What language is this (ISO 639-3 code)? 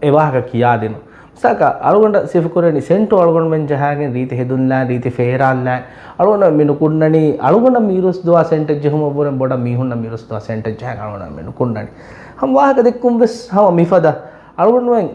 div